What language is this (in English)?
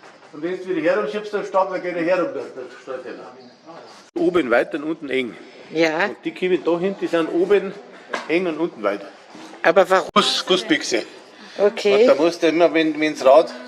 Bavarian